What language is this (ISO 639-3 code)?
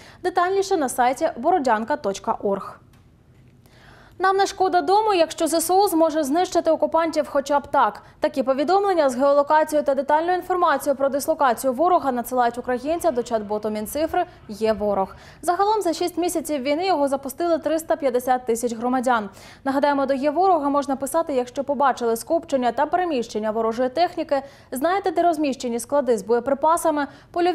ukr